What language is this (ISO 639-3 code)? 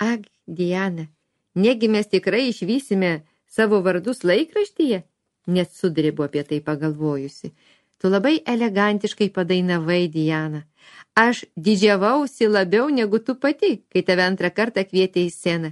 lit